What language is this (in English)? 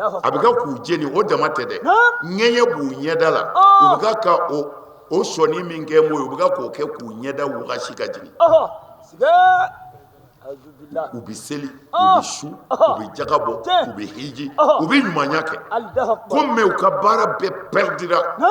Bambara